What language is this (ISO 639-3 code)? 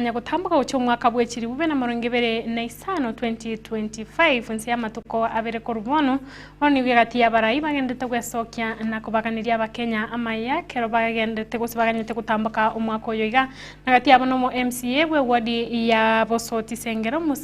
guz